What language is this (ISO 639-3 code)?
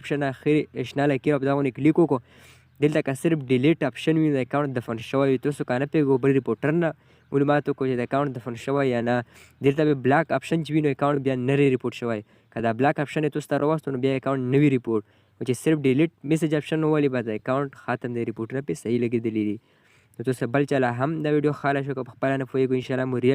pus